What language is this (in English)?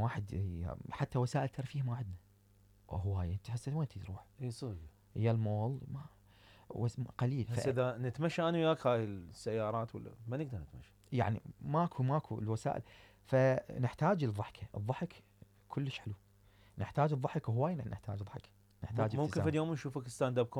Mesopotamian Arabic